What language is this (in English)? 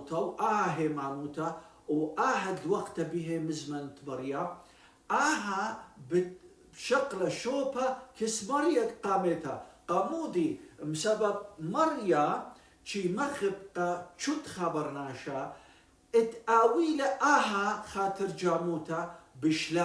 Assyrian Neo-Aramaic